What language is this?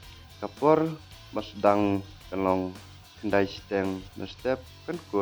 Khasi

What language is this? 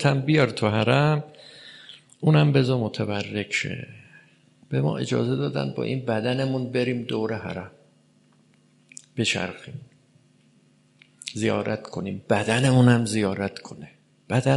Persian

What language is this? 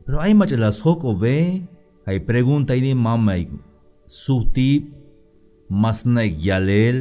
Tzeltal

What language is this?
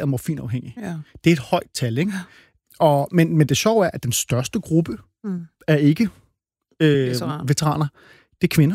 Danish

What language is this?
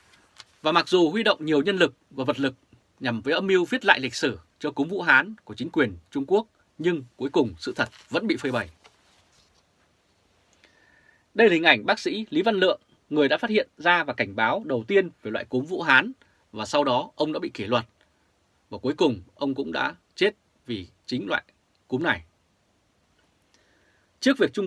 Vietnamese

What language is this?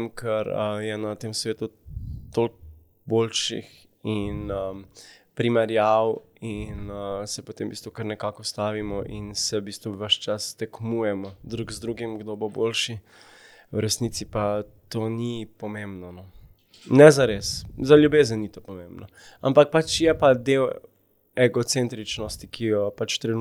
Slovenian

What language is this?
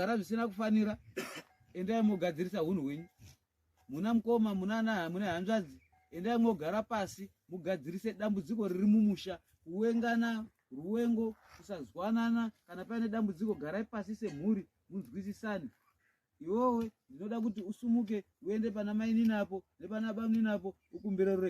Shona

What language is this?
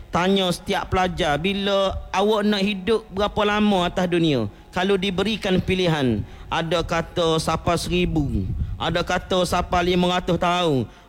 Malay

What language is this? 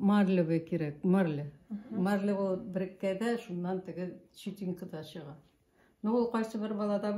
Tatar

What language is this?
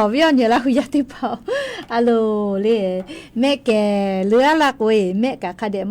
Lahu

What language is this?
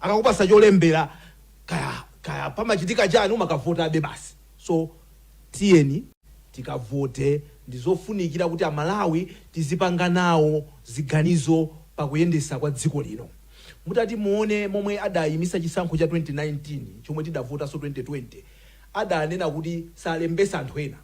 Nyanja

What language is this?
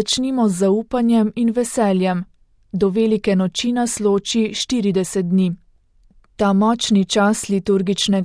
Slovenian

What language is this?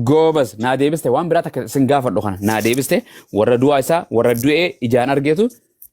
Oromo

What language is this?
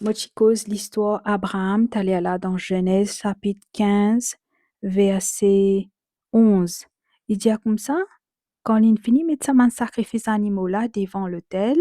Morisyen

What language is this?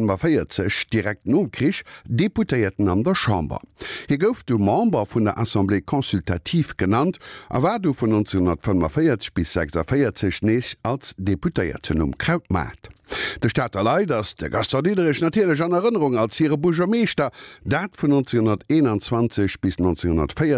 Luxembourgish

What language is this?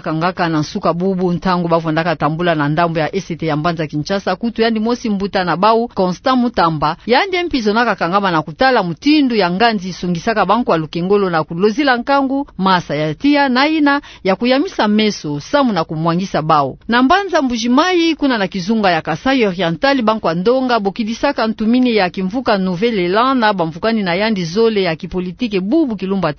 Kituba (Democratic Republic of Congo)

